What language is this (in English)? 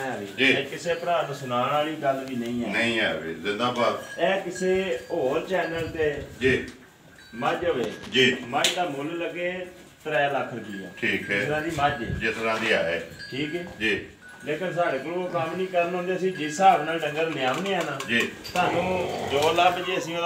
Punjabi